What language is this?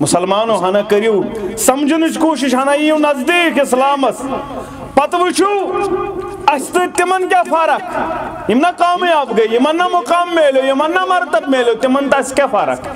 Kashmiri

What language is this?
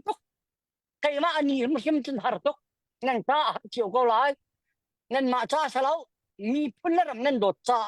Hakha Chin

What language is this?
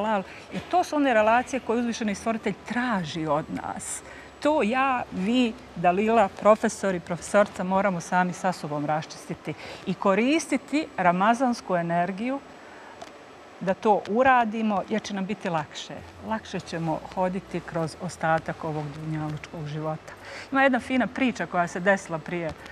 Bosnian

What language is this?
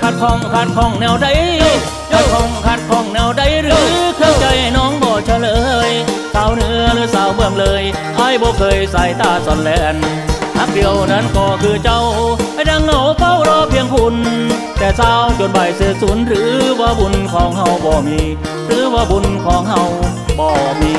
Northeastern Thai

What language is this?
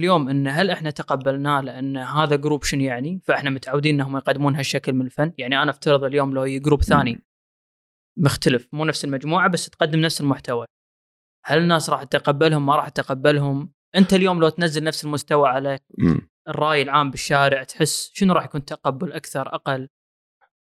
Gulf Arabic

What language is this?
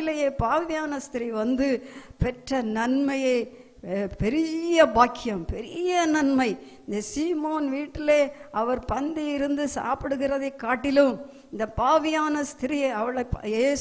Tamil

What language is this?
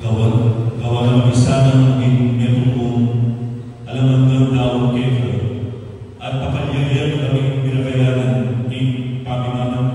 Pampanga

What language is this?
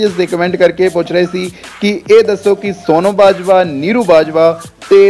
Punjabi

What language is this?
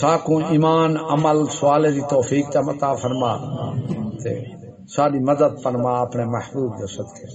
Saraiki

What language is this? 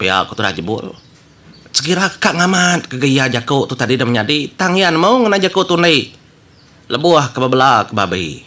Iban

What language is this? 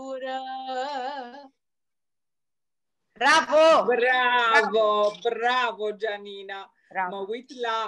Romanian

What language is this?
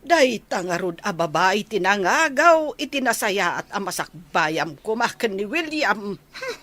Iloko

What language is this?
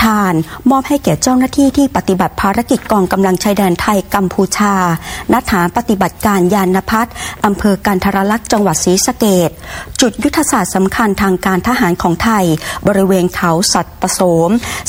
Thai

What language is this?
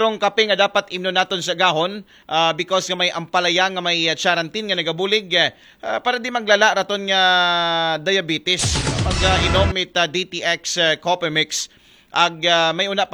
Aklanon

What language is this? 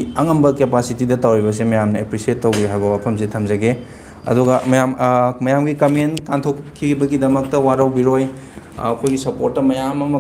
Manipuri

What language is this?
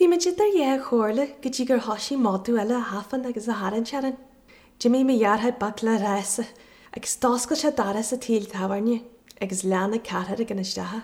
Irish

